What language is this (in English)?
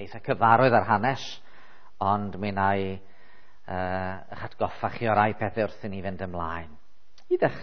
Welsh